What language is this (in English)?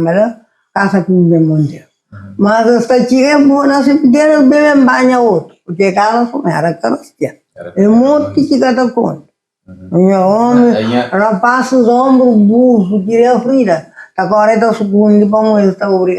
Kabuverdianu